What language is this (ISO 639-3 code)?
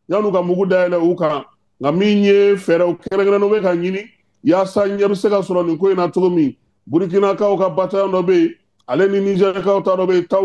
bam